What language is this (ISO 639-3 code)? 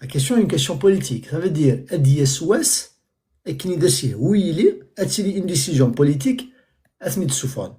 kab